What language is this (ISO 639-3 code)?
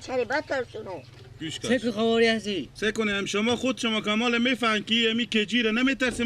fas